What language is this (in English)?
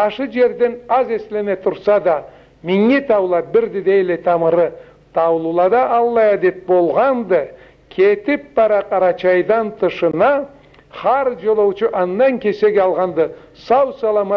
Karachay-Balkar